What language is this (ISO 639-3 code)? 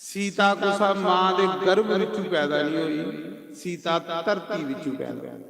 doi